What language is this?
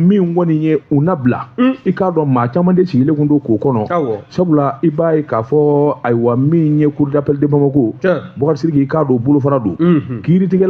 Bambara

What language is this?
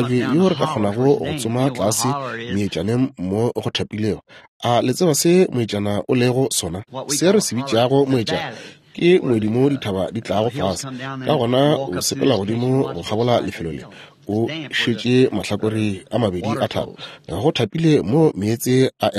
Northern Sotho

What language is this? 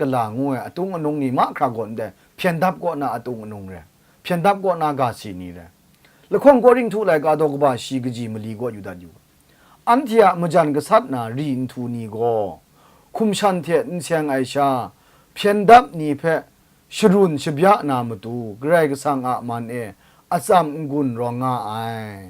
Kachin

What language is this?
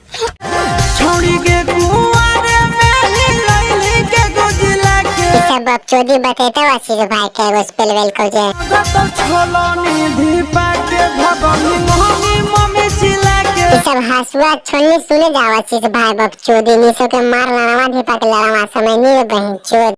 Magahi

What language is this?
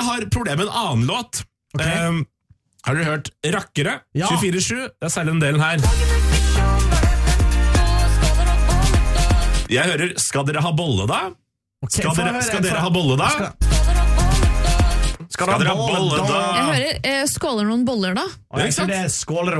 Norwegian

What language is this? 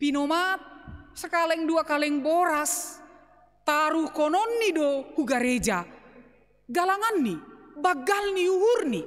Batak Simalungun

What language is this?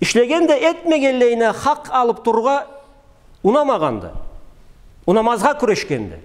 Karachay-Balkar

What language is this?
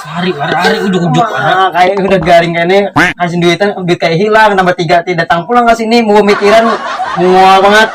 Banjar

